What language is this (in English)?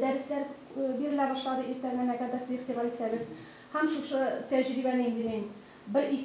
Tatar